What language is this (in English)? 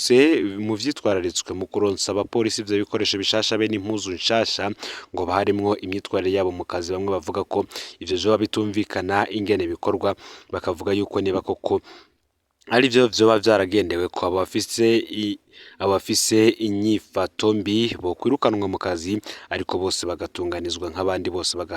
Rundi